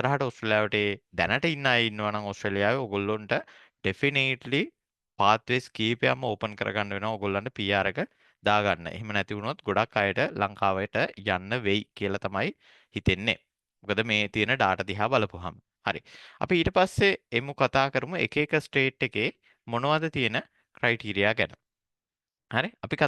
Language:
Sinhala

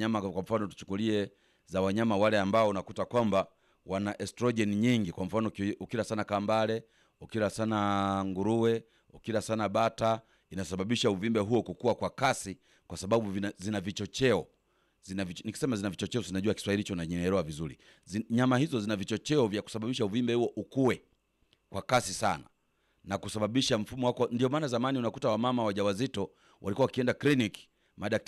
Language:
Swahili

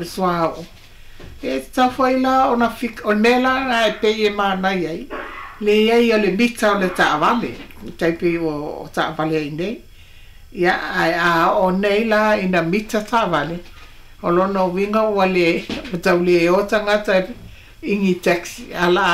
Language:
Samoan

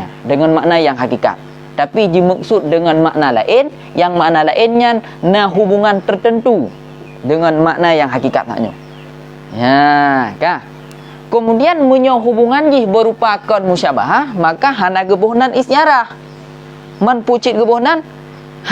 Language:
Achinese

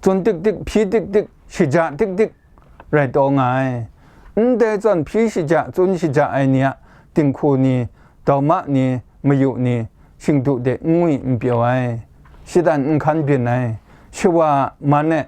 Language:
Kachin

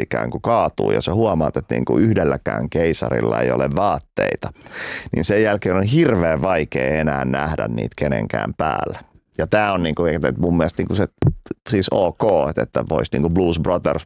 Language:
Finnish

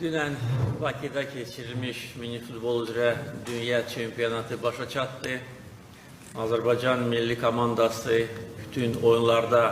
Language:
Azerbaijani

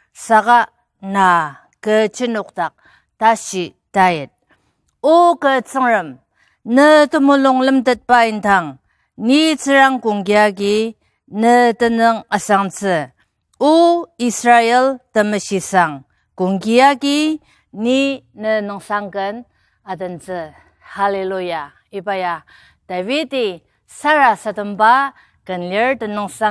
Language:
Ao Naga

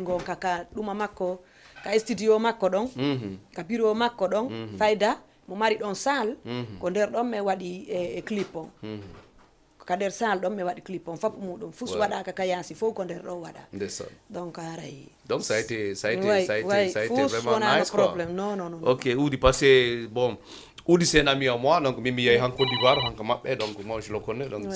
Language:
Fula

